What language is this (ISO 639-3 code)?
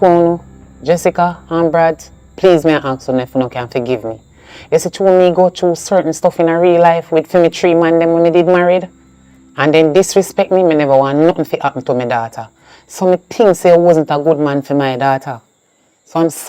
jam